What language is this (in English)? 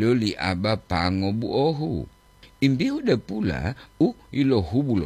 Gorontalo